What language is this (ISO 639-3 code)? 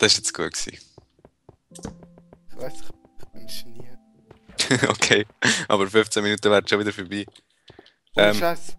gsw